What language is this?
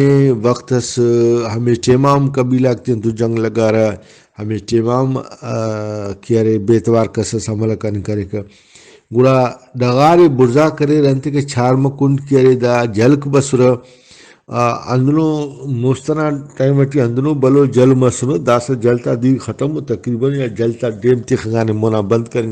Brahui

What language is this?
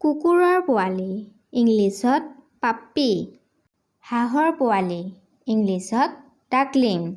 Assamese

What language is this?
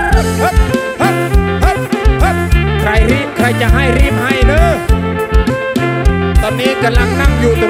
Thai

